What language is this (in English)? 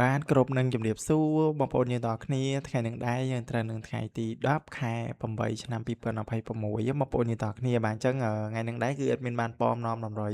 Khmer